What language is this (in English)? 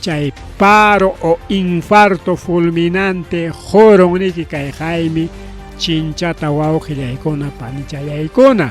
Ayacucho Quechua